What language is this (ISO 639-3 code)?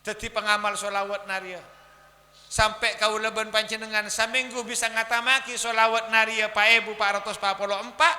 mad